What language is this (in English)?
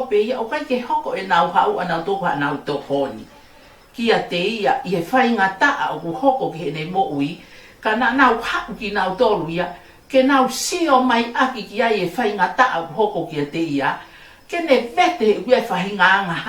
Tongan